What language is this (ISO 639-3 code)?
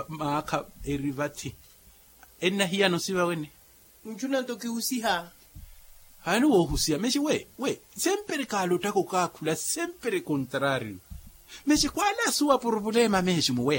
vmw